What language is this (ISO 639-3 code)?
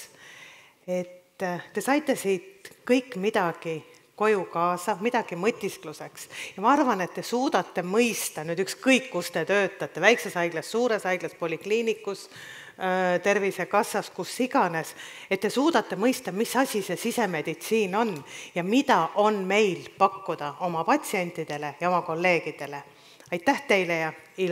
est